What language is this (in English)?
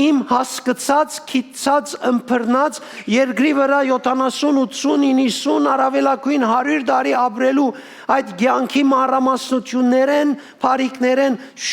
Western Armenian